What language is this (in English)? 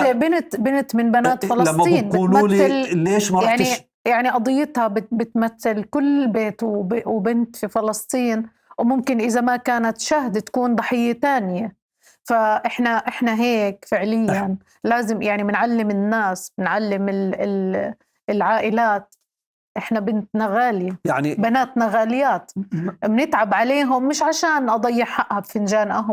North Levantine Arabic